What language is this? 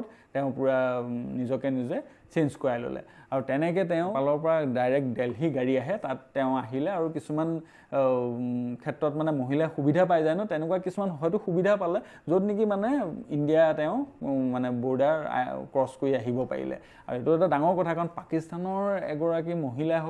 Assamese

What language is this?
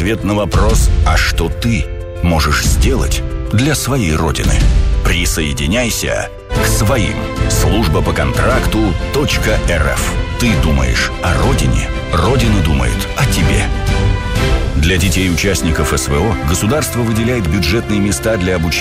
Russian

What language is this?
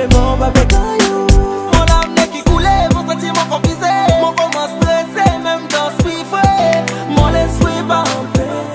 Seselwa Creole French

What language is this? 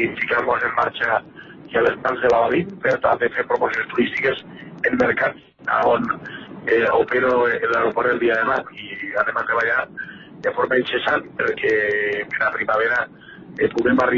Catalan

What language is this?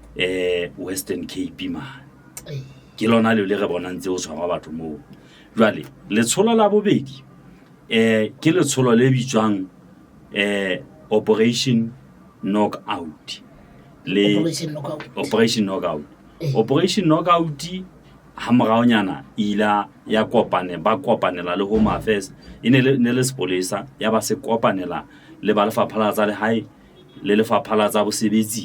Southern Sotho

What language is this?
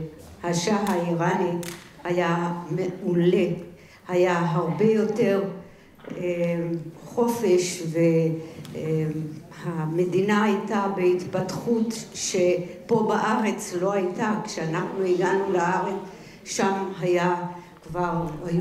Hebrew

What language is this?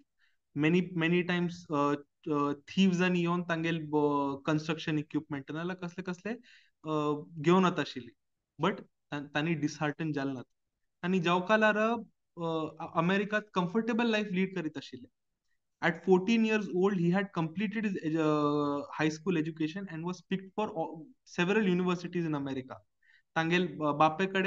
Konkani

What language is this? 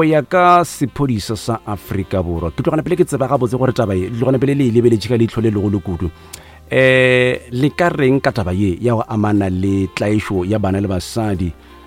Northern Sotho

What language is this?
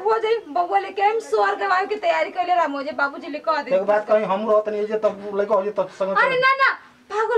Bhojpuri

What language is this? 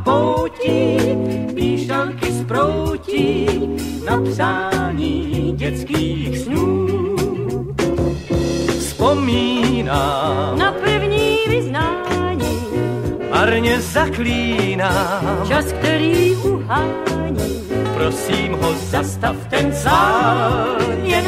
Czech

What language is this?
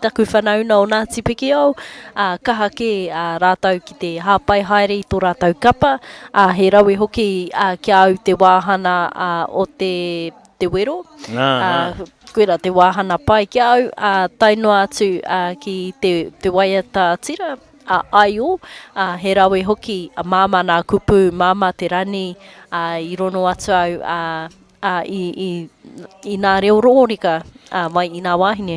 Māori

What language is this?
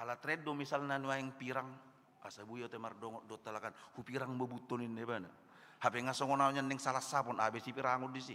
Batak Toba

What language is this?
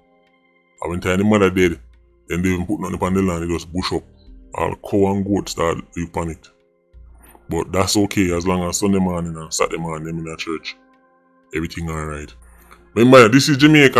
Jamaican Creole English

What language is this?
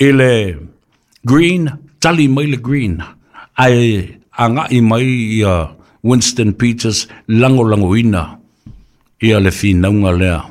Samoan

